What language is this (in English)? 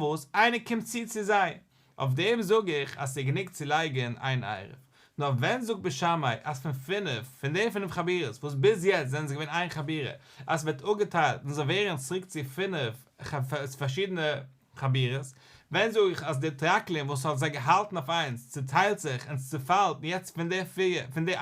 Yiddish